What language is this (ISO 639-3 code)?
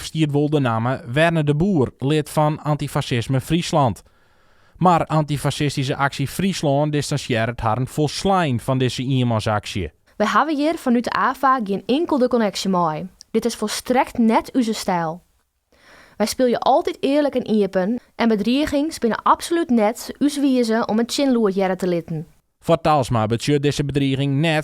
fry